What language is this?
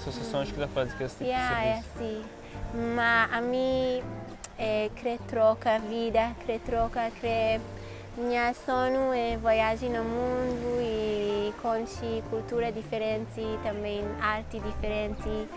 Kabuverdianu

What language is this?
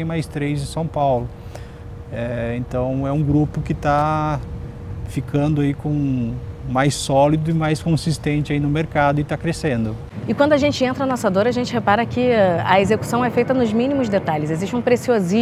Portuguese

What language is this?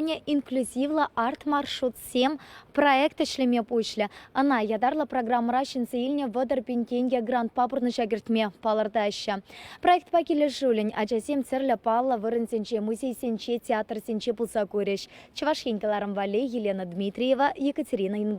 Chuvash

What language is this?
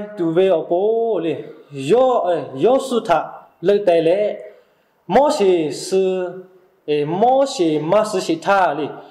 Lahu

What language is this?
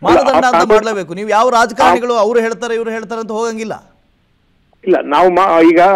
Kannada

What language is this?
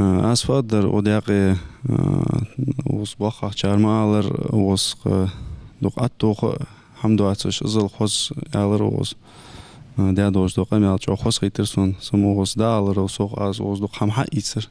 Ingush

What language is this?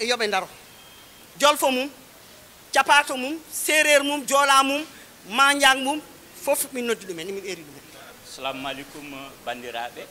Fula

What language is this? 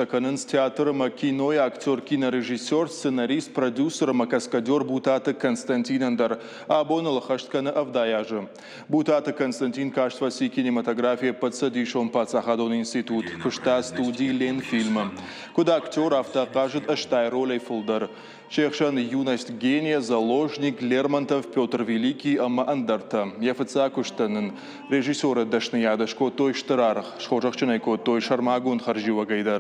Ossetic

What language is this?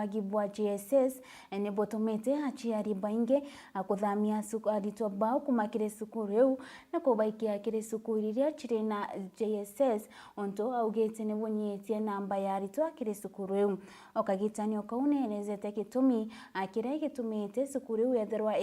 Meru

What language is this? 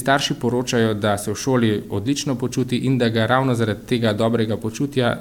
Slovenian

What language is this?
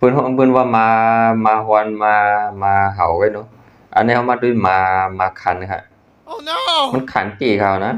Shan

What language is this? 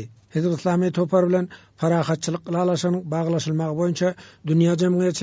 Turkmen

